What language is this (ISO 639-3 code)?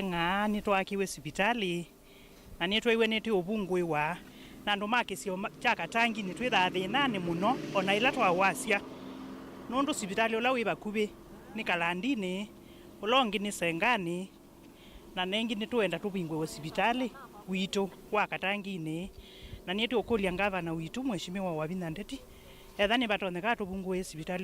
kam